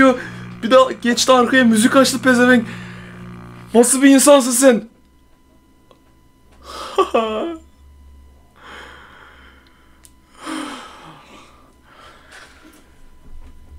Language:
Turkish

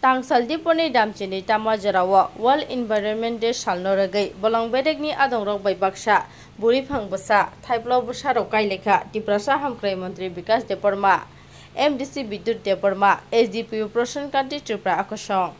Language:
Kok Borok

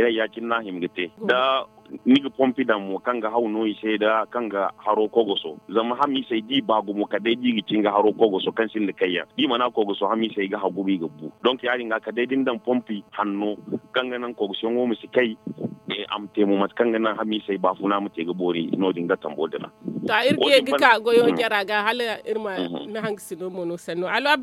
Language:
Zarma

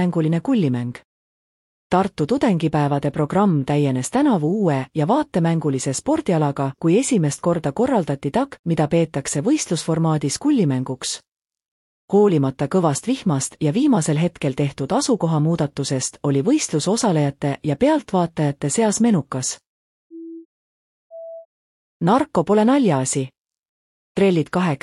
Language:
Estonian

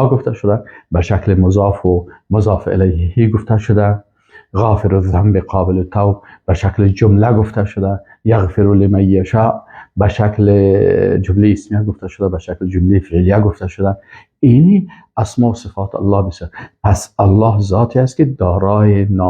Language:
Persian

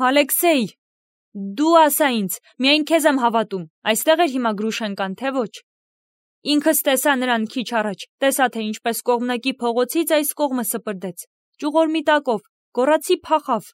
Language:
Armenian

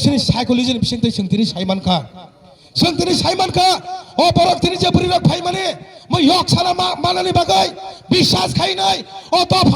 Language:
Kok Borok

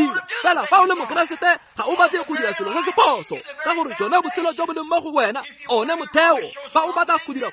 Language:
Tswana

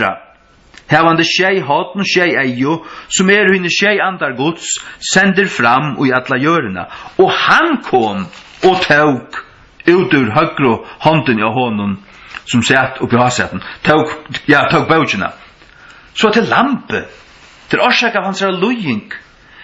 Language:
Faroese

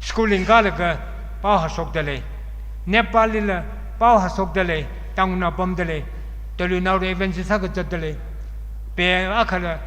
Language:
Tangkhul Naga (India)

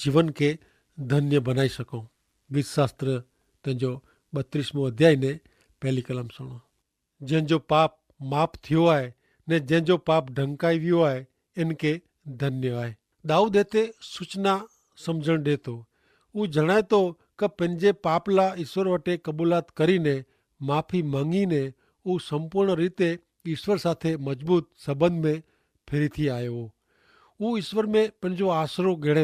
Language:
Kachhi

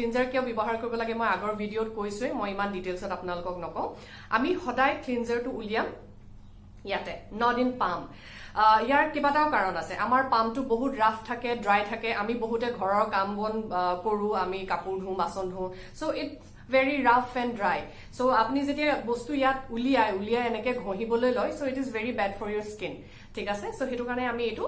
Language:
Assamese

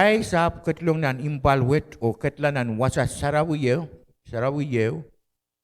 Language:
Pohnpeian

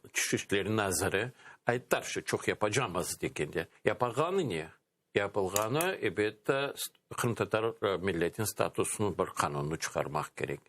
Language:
Crimean Tatar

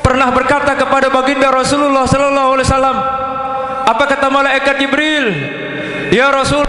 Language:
Sasak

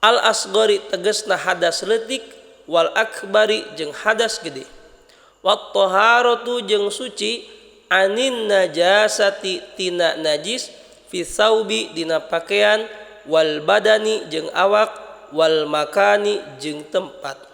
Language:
Sundanese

